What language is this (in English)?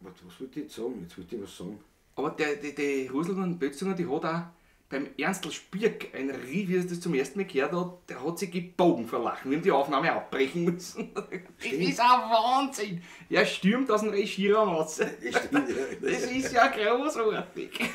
Bavarian